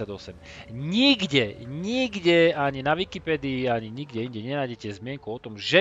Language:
Slovak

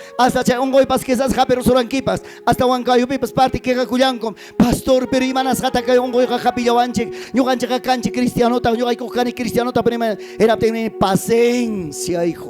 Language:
Ayacucho Quechua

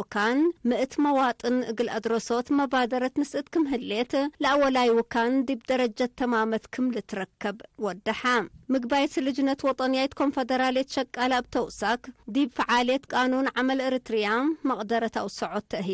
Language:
Tigre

